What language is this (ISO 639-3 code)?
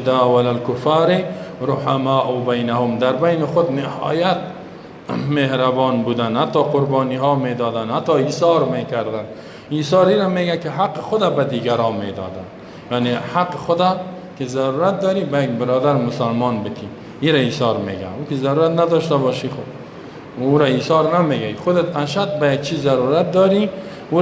fas